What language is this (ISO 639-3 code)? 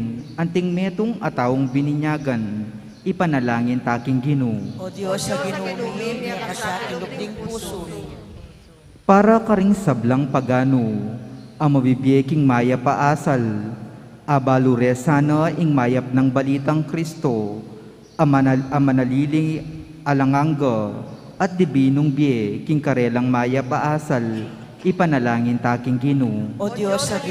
pam